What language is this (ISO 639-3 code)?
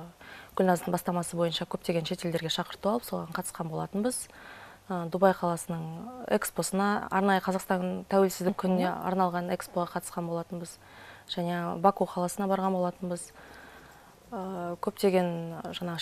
kaz